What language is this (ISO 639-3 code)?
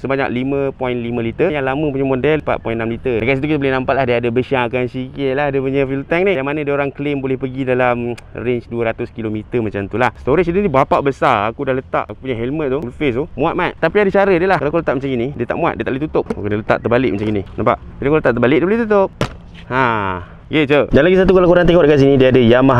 msa